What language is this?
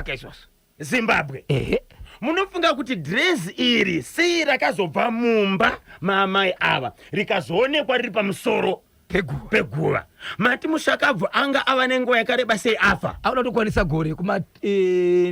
Shona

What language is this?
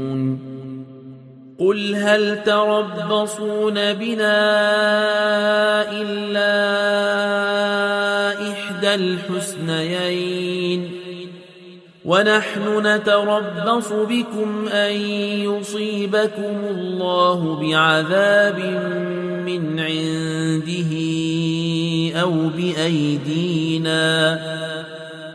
Arabic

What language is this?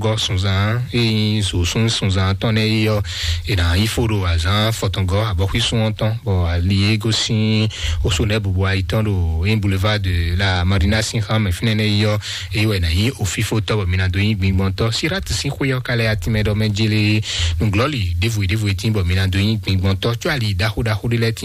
Fon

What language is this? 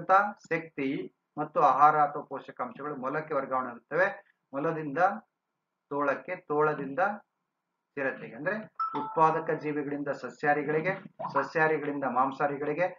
Kannada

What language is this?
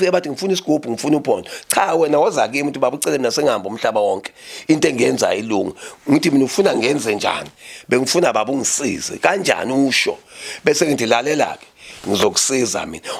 Zulu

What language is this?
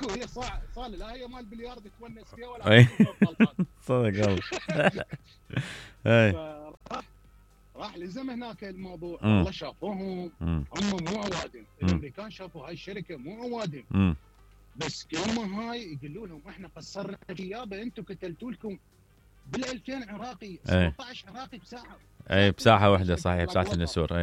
Mesopotamian Arabic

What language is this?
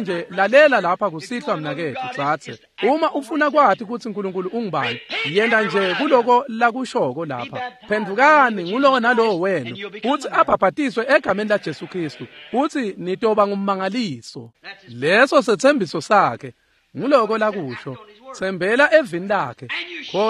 Swati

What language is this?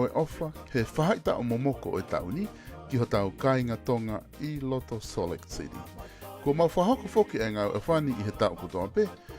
Tongan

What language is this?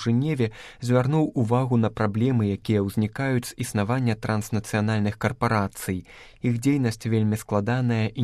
Belarusian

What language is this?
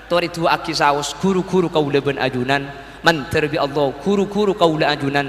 Madurese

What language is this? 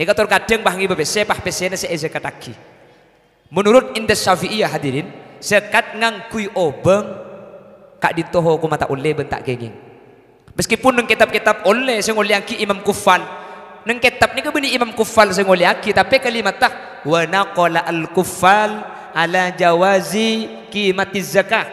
Madurese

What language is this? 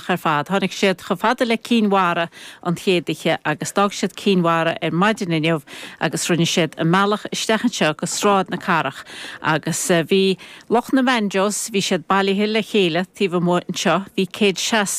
Irish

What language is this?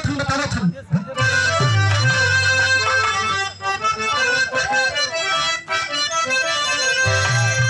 Bhojpuri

